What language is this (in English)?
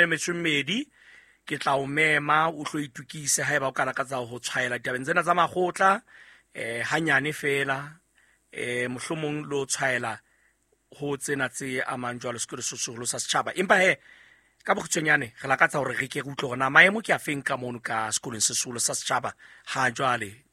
Southern Sotho